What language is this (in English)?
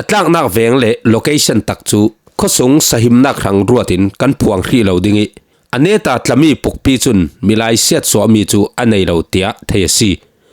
Falam Chin